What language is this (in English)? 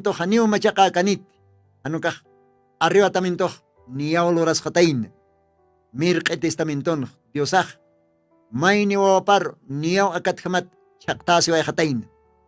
Aymara